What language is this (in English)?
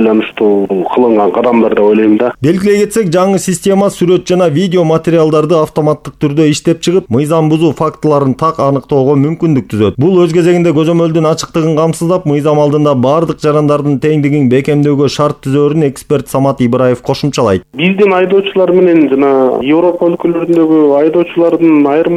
Kyrgyz